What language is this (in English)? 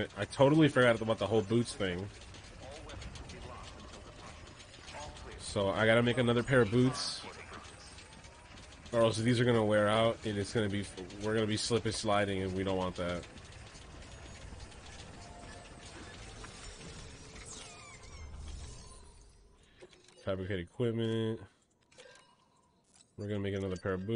English